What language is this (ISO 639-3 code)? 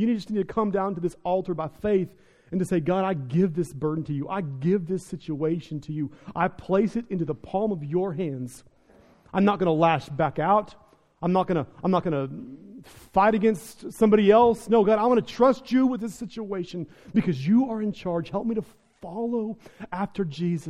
eng